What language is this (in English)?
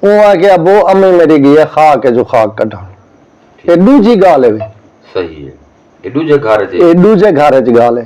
Saraiki